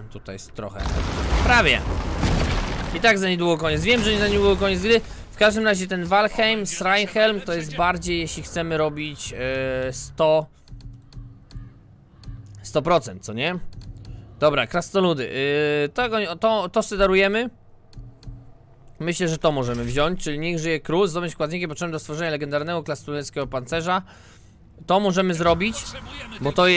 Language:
Polish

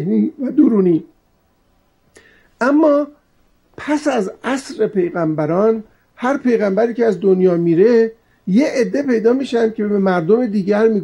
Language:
Persian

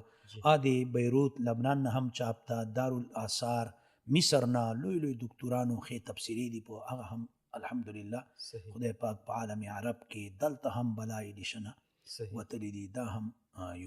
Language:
Pashto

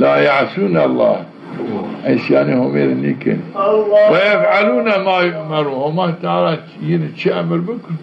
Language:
Zaza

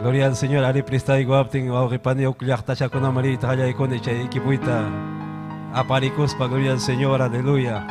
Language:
Ayacucho Quechua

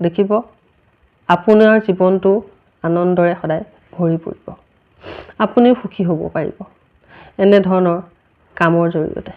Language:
Assamese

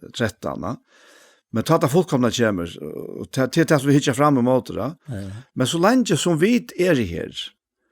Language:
Faroese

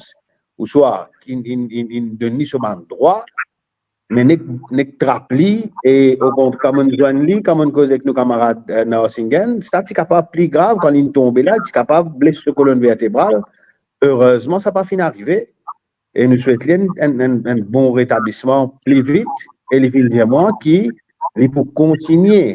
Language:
Morisyen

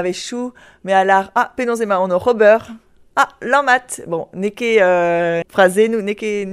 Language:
Breton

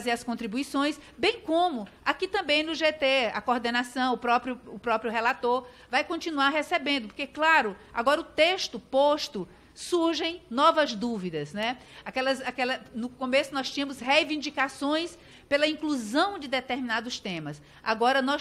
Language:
Portuguese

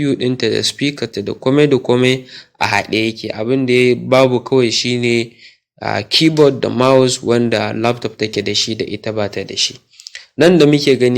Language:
Hausa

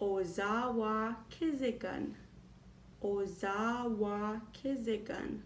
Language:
Chippewa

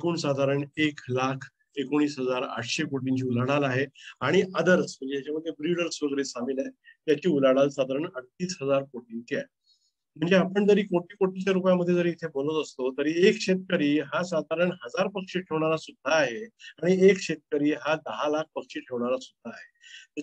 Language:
Marathi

